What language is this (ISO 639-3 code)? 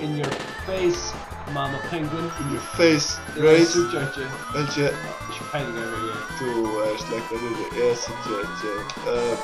fao